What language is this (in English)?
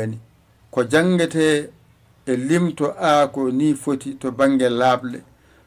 Fula